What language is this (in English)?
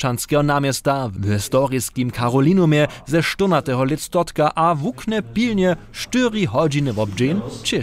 Upper Sorbian